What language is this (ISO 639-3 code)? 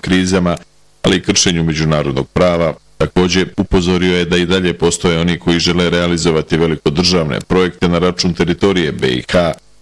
bos